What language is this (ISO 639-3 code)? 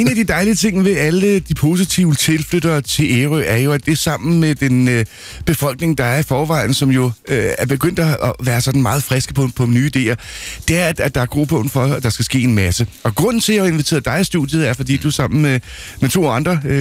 dan